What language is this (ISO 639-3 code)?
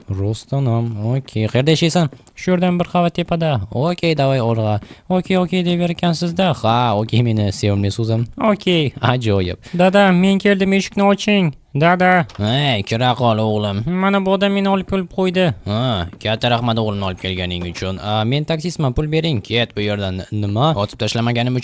uzb